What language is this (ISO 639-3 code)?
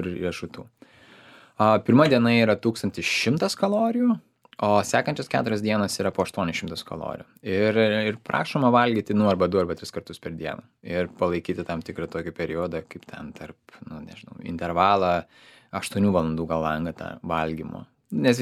lit